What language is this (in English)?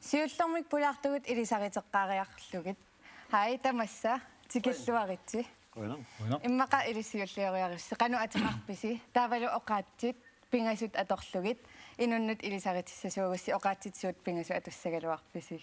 Kalaallisut